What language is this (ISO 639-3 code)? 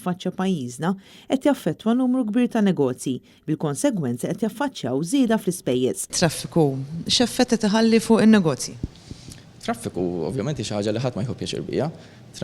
mlt